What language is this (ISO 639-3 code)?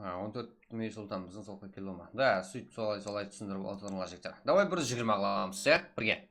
kaa